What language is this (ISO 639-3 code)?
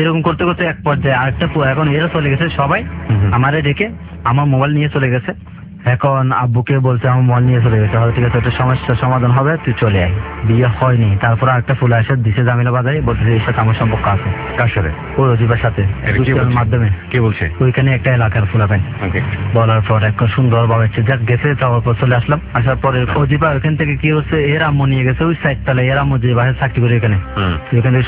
ben